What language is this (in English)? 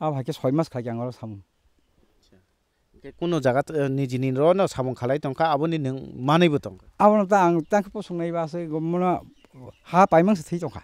Kok Borok